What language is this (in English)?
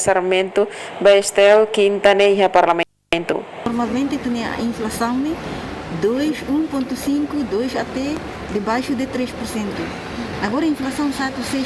Tetum